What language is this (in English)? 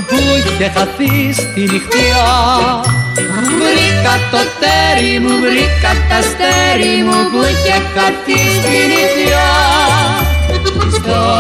Greek